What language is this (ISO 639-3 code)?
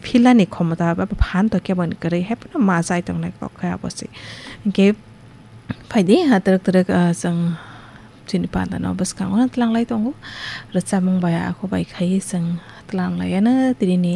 trp